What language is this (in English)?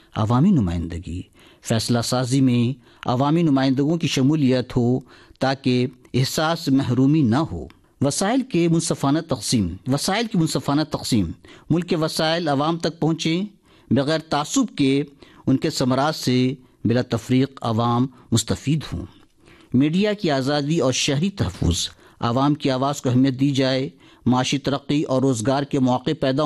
Urdu